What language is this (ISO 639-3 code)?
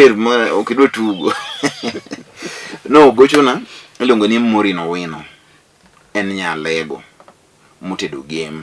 luo